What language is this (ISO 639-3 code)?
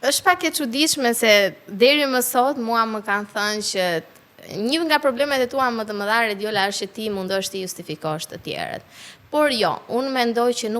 sqi